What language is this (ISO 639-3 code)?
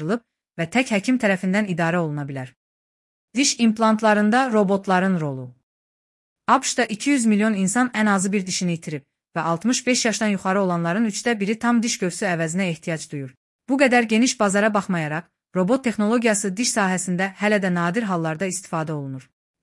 aze